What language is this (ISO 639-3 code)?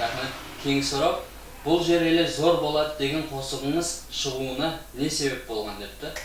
kaa